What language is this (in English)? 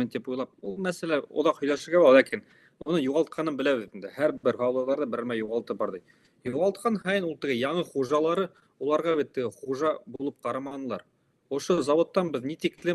Bashkir